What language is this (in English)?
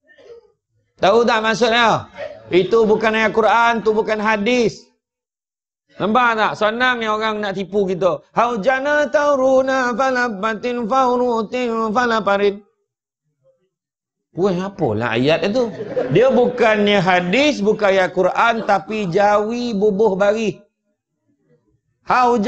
Malay